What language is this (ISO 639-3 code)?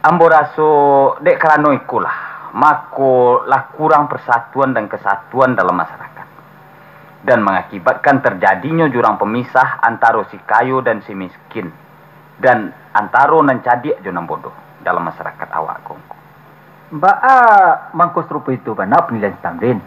min